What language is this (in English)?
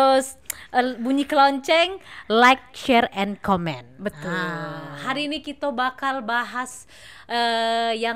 Musi